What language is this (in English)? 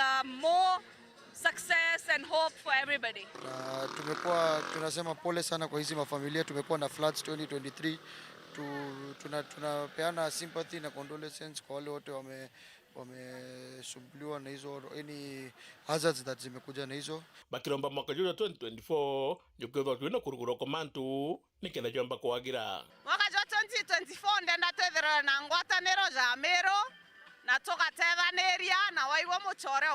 Meru